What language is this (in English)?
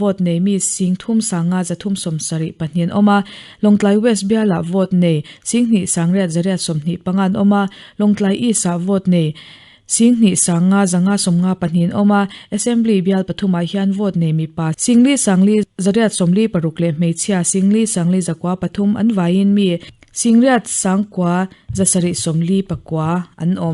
Mizo